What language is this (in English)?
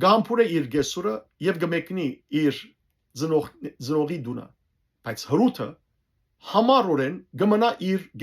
Western Armenian